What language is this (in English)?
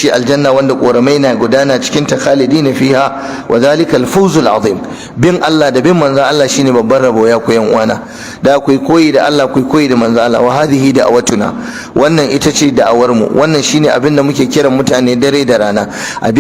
Hausa